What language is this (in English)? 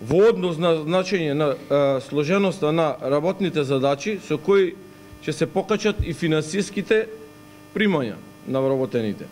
Macedonian